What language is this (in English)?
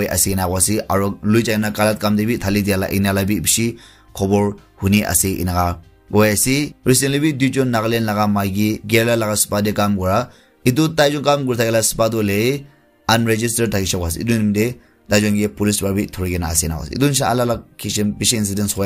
Naga Pidgin